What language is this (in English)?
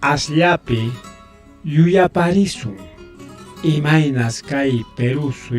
Ayacucho Quechua